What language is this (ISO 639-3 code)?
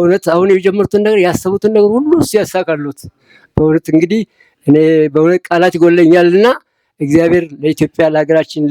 amh